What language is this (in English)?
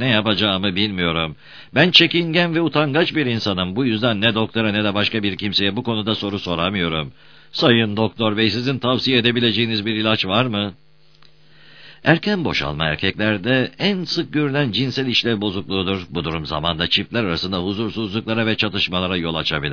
Turkish